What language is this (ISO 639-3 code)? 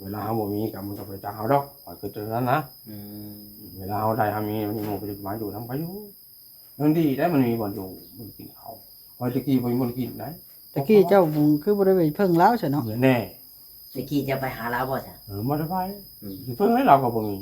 tts